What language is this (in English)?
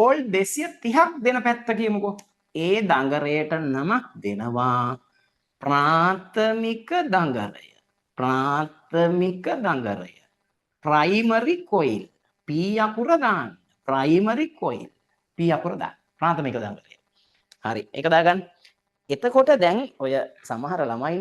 Sinhala